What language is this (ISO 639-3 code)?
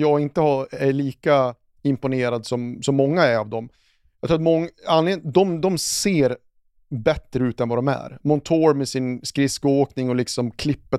swe